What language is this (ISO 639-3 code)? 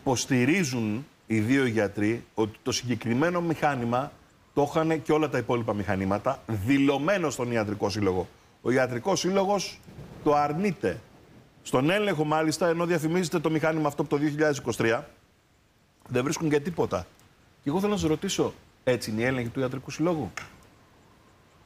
ell